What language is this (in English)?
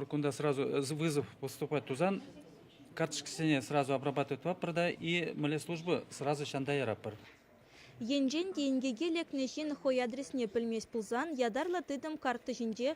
Chuvash